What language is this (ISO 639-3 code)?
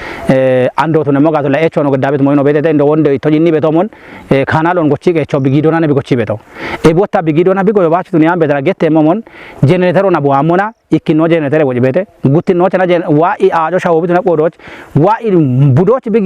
kbr